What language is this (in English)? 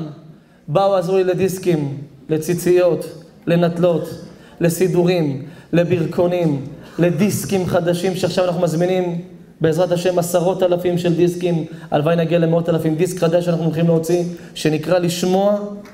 Hebrew